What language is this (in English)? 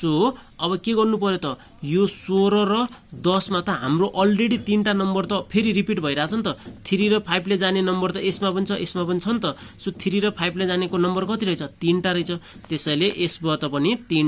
Nepali